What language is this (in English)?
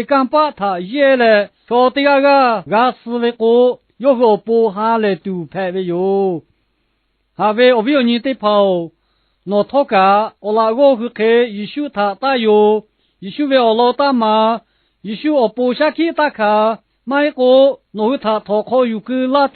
Lahu